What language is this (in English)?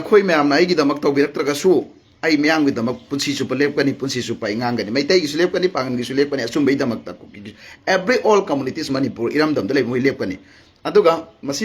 Manipuri